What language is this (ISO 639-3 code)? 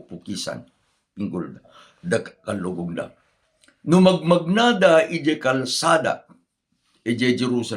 ilo